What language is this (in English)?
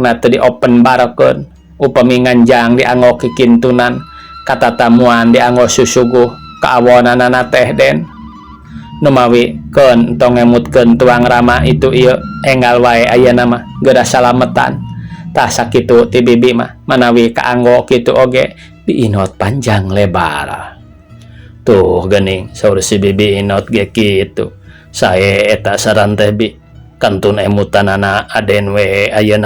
Sundanese